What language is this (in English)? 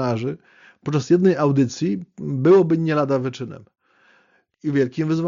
Polish